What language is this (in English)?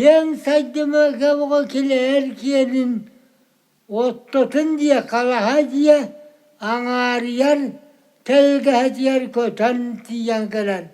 Yakut